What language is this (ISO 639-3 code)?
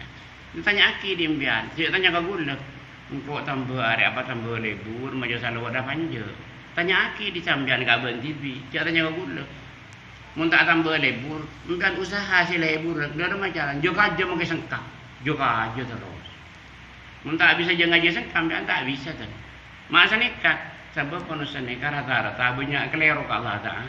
mad